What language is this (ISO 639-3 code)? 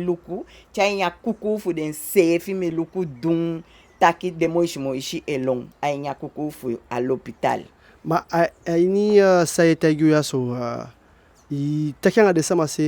djk